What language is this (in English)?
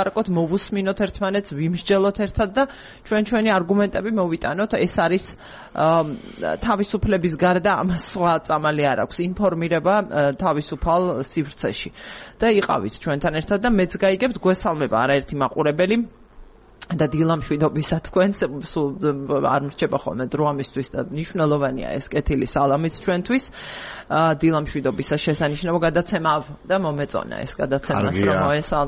Georgian